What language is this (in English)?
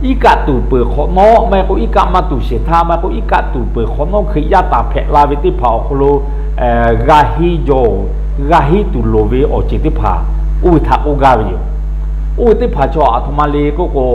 Lahu